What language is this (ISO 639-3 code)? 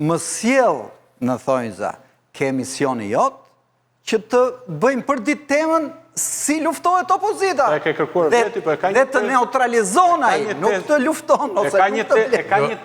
sqi